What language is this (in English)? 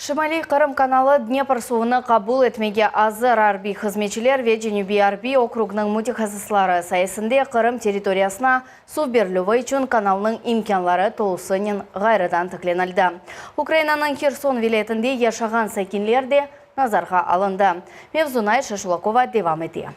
Crimean Tatar